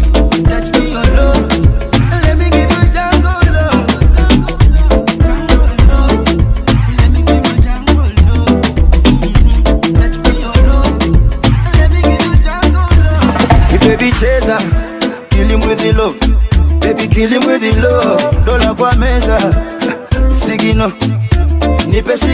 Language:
Swahili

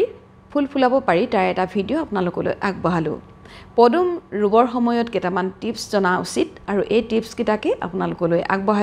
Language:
Assamese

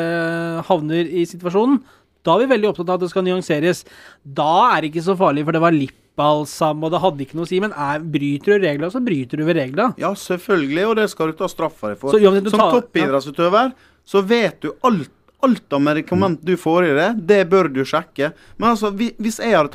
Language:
Norwegian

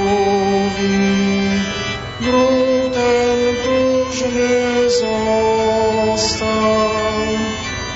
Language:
Polish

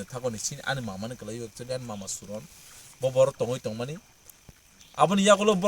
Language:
Kok Borok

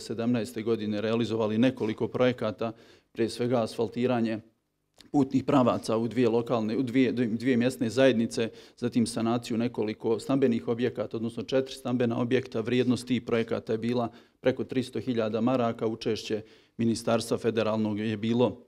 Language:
Croatian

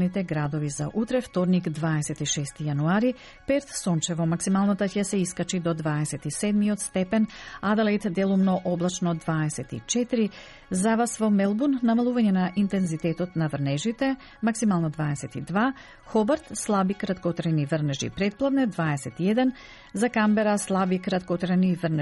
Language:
Macedonian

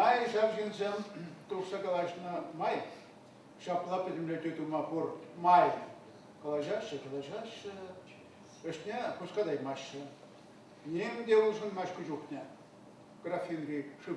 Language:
Chuvash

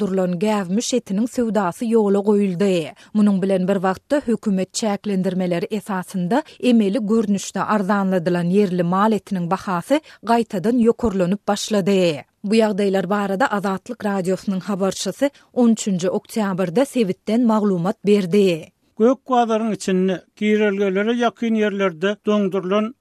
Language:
Turkmen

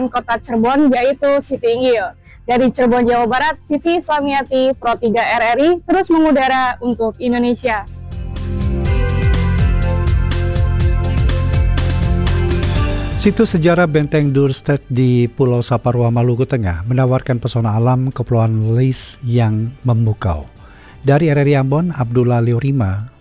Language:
Indonesian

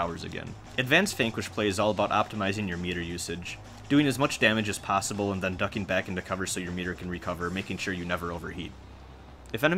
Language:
English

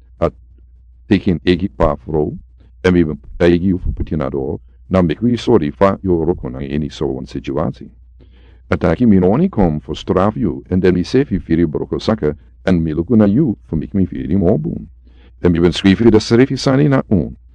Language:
Sranan Tongo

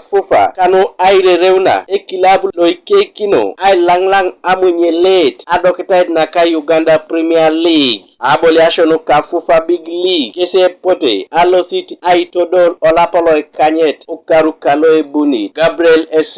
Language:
Teso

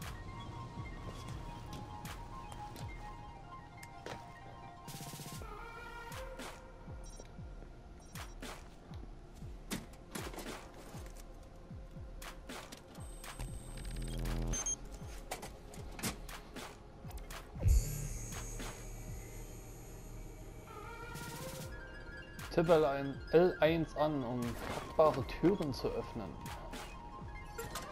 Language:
German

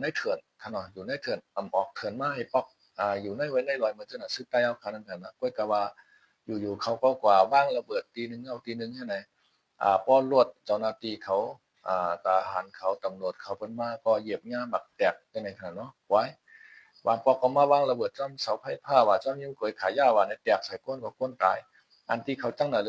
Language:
Shan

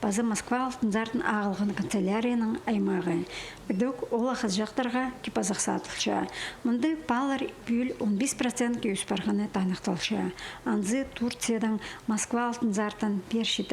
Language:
Khakas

